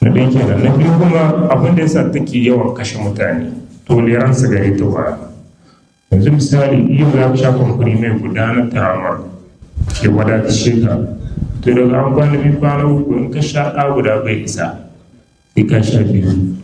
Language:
Hausa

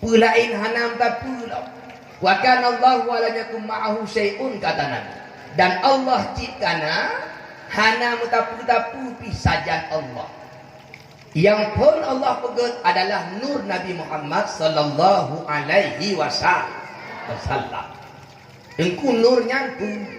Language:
Achinese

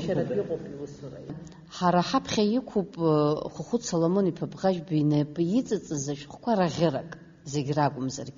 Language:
Abkhazian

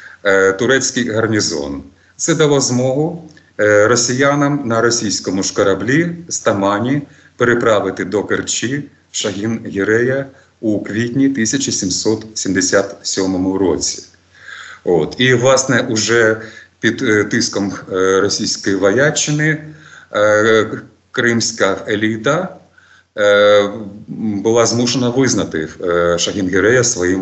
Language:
Ukrainian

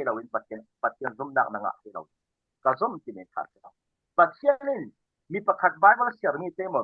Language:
Falam Chin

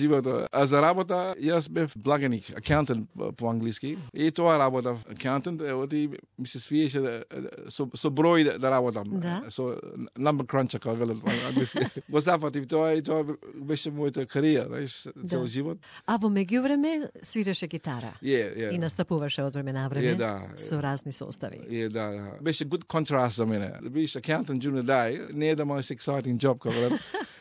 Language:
Macedonian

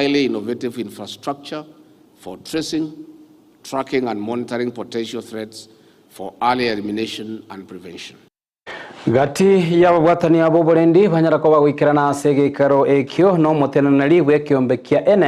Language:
Gusii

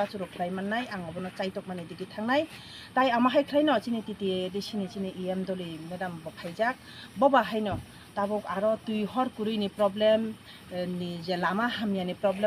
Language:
Riang (India)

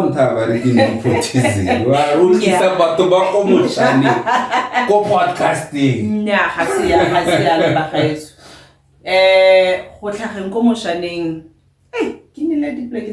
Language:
Tswana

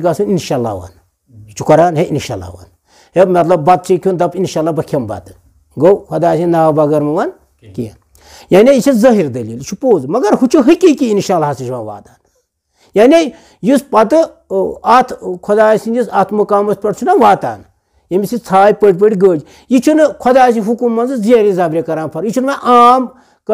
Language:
Kashmiri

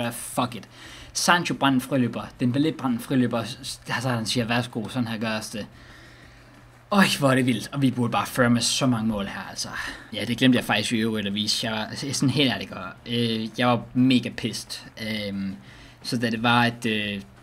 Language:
Danish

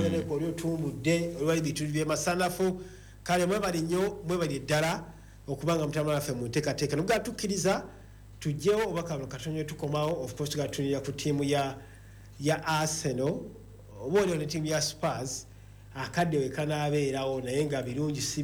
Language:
Ganda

